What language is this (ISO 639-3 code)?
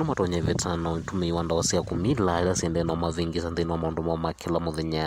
kam